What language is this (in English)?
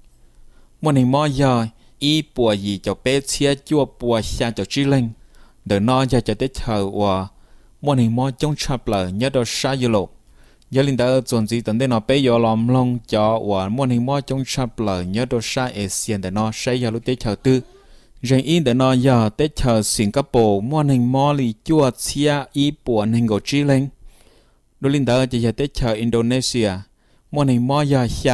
Hmong